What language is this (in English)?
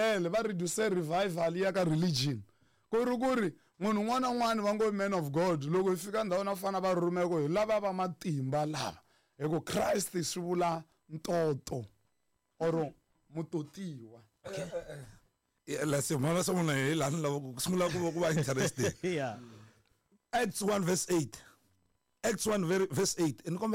Tsonga